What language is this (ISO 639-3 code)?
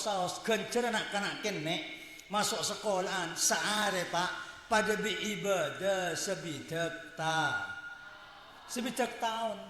mad